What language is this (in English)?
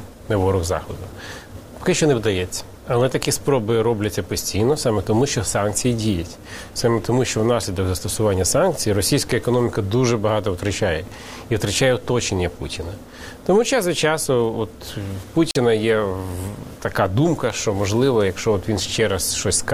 Ukrainian